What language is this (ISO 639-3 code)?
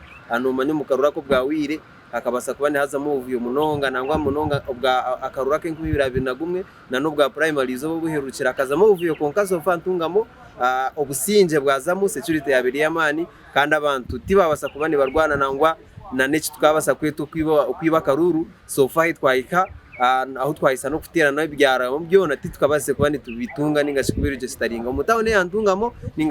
nyn